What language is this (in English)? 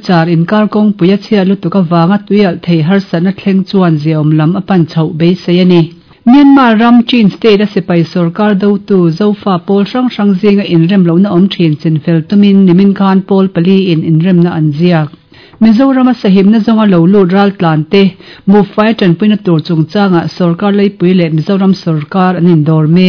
Mizo